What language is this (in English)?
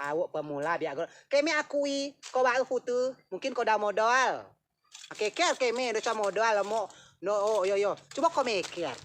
Rejang